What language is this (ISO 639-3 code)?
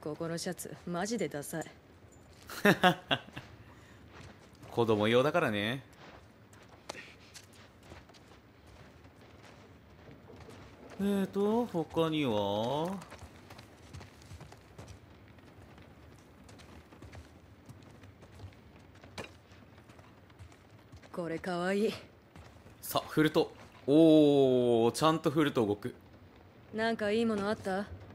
jpn